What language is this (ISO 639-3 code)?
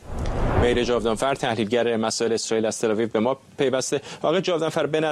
fas